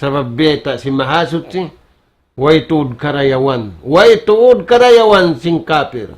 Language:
Tausug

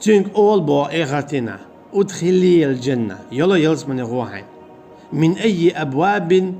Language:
Chechen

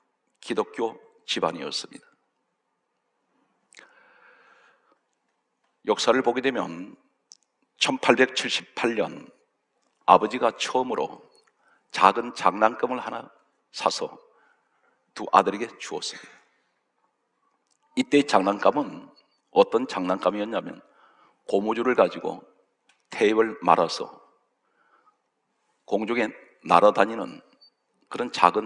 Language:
Korean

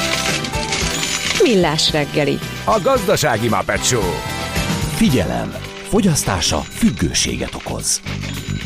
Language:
Hungarian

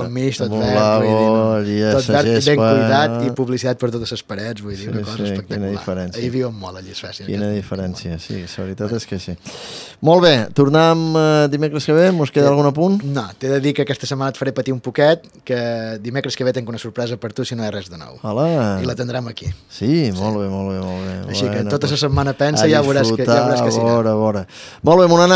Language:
Catalan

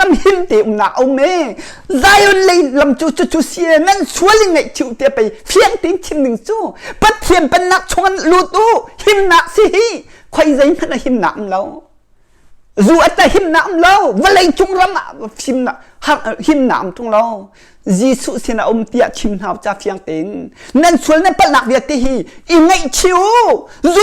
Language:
Hakha Chin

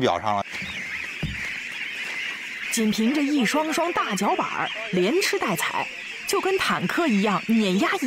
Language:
Chinese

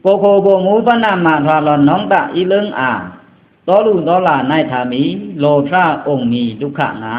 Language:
Pa'o Karen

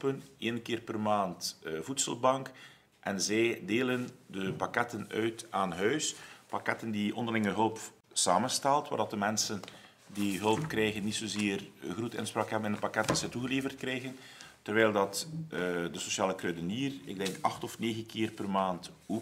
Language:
Dutch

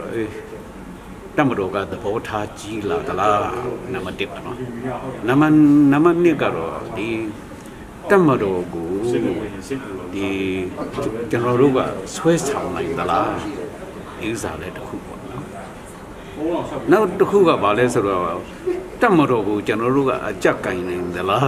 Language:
Burmese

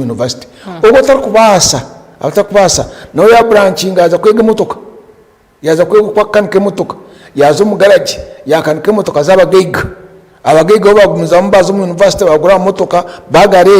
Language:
Nyankole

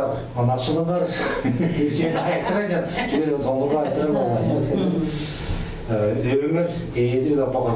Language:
Tuvinian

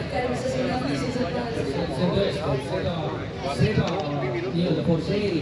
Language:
Estonian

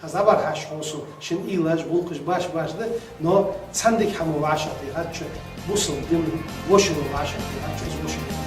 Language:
Ingush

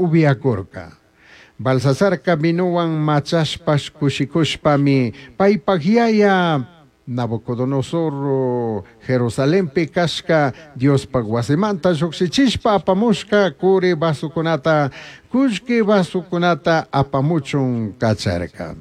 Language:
Chimborazo Highland Quichua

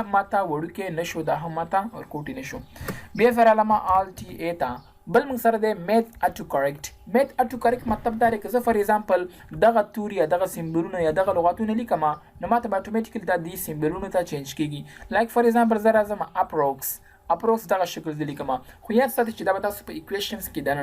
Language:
Pashto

